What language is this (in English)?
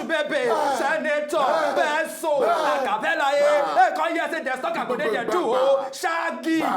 Nigerian Pidgin